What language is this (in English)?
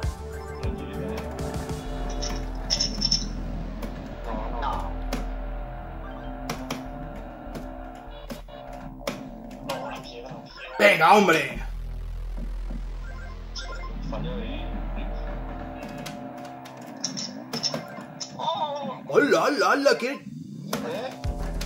Spanish